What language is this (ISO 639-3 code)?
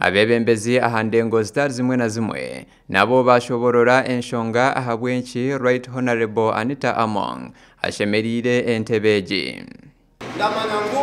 nyn